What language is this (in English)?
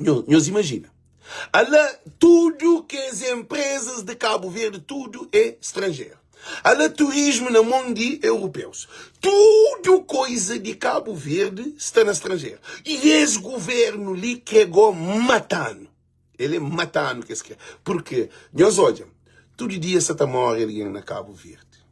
Kabuverdianu